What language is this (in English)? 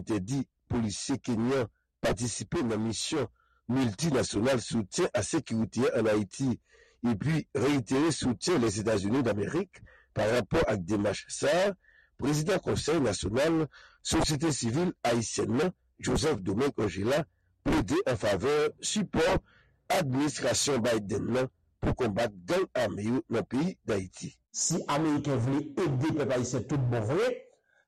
Haitian Creole